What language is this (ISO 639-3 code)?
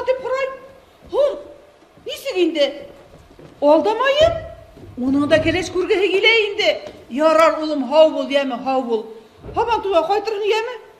bak